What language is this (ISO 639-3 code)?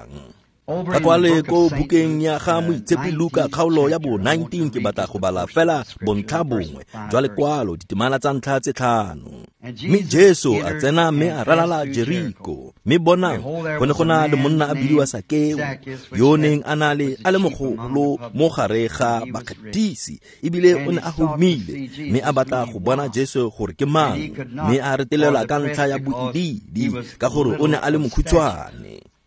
tsn